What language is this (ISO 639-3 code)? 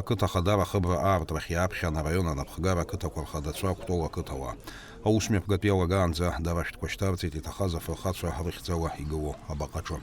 abk